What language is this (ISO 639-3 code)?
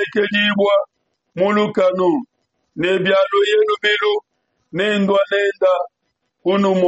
lua